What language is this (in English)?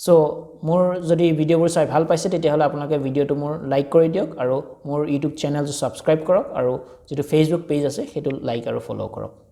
Assamese